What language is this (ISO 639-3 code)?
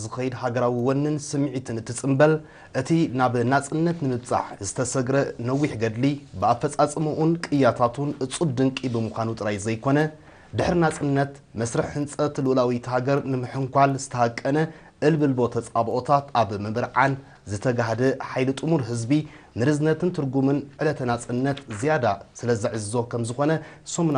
tir